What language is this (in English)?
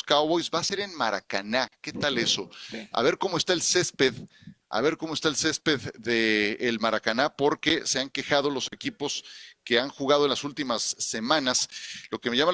Spanish